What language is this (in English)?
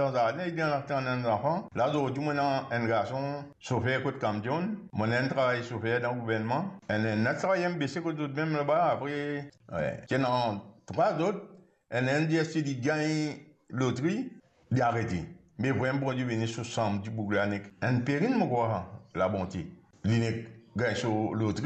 Morisyen